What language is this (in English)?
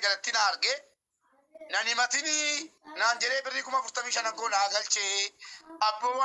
Oromo